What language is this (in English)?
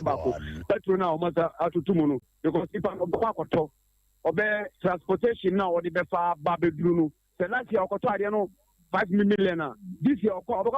Akan